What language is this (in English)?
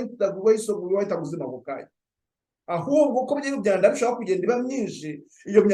Kinyarwanda